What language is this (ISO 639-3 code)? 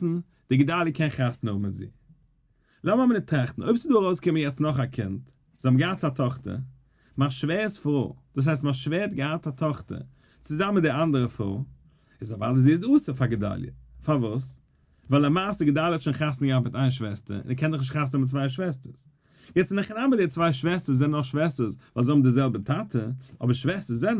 yid